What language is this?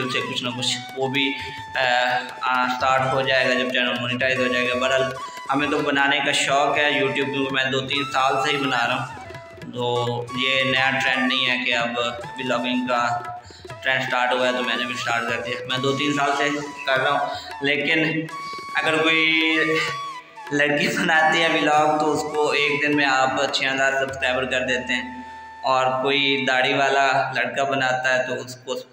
Hindi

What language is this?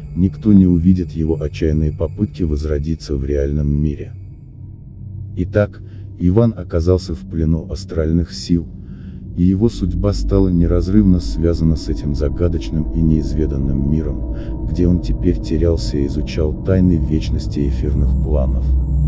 Russian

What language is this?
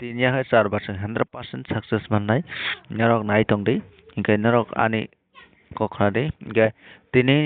Kok Borok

